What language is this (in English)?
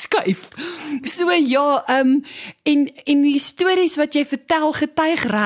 Afrikaans